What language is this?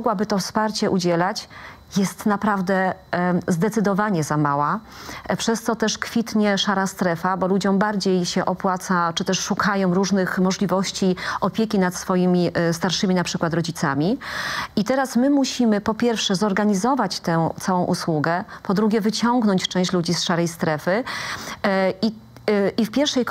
Polish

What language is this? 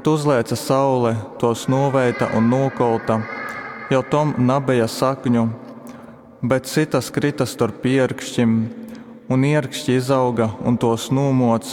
Latgalian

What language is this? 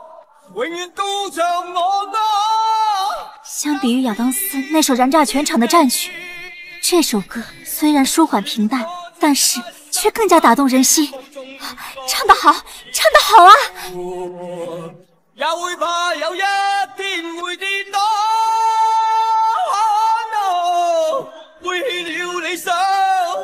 Chinese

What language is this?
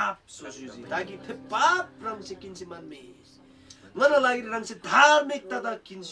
Eastern Tamang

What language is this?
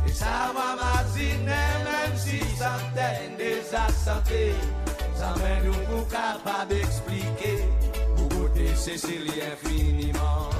Seselwa Creole French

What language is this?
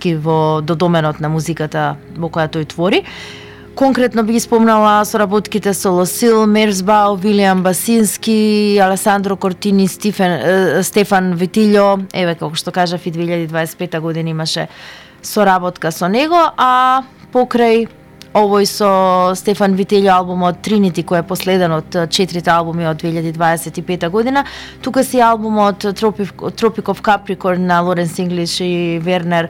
Macedonian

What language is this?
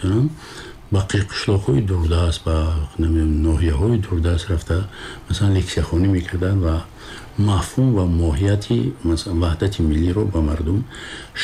Tajik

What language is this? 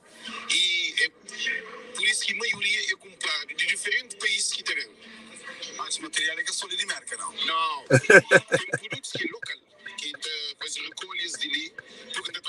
Kabuverdianu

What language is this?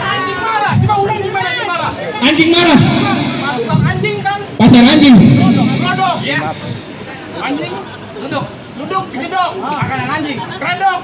Betawi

